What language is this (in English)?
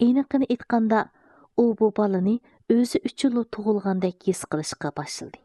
Uyghur